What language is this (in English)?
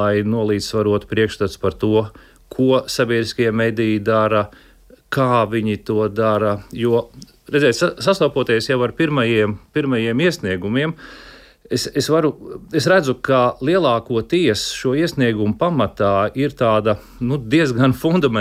Latvian